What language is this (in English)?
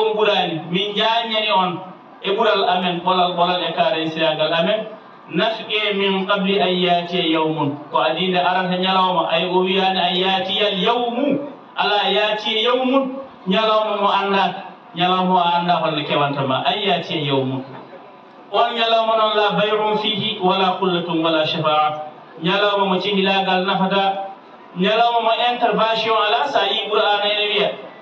Fula